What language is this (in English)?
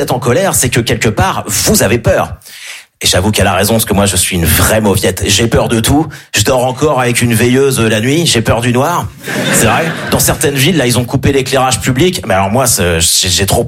French